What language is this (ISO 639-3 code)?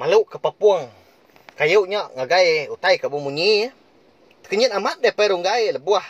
iba